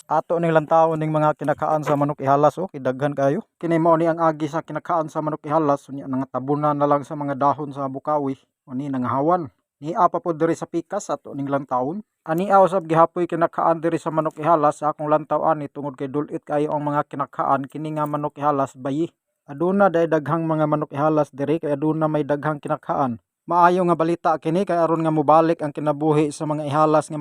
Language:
Cebuano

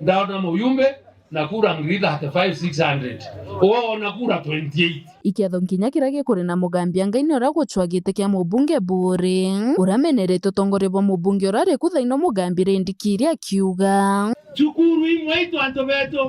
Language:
Meru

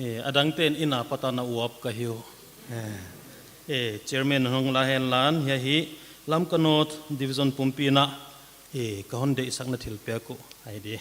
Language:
Paite Chin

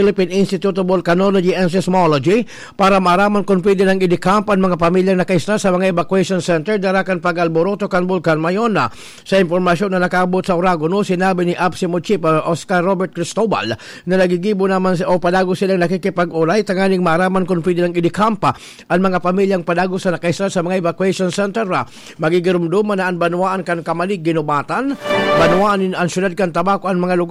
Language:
Bikol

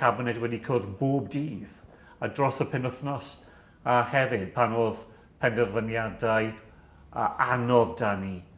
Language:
Welsh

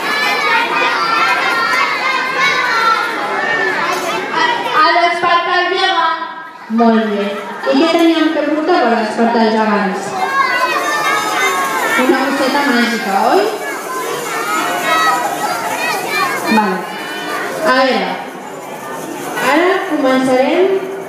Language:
Catalan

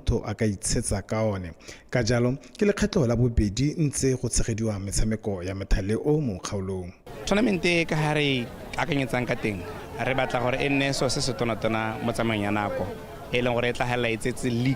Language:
Tswana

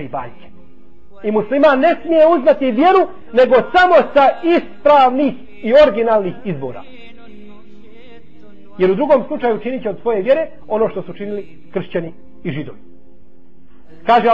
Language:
Bosnian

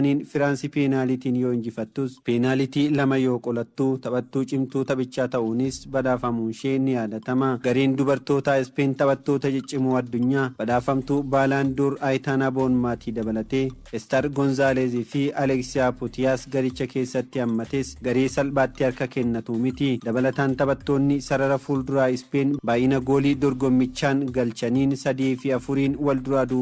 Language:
Oromo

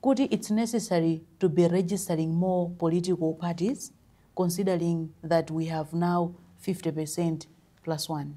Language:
Nyanja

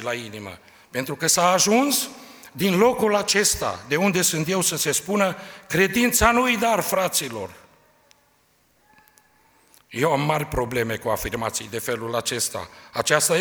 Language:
Romanian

